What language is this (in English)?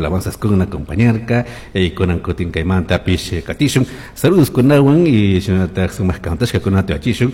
Chimborazo Highland Quichua